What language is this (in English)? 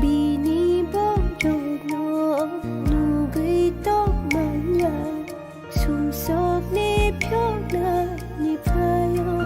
Kok Borok